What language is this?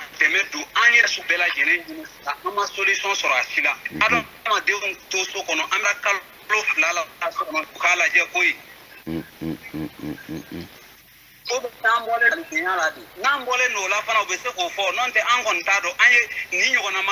Bambara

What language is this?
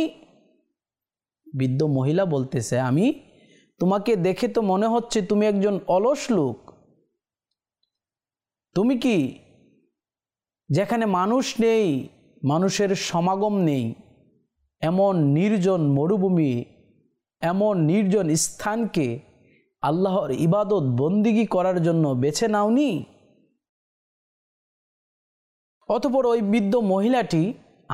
Bangla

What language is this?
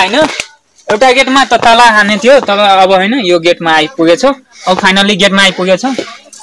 Nepali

